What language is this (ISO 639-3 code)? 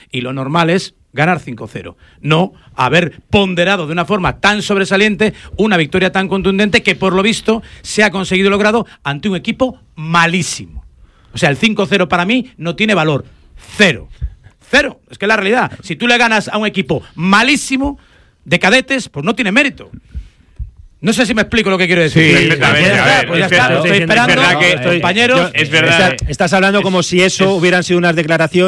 spa